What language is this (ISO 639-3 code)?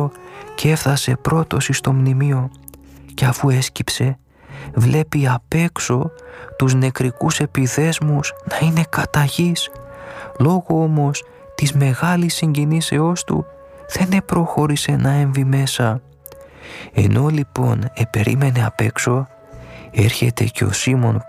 ell